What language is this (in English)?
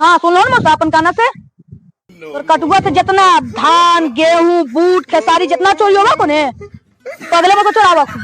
Magahi